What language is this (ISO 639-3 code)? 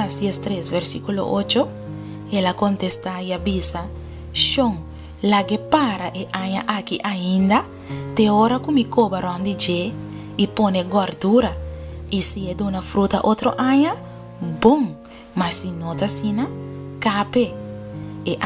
pap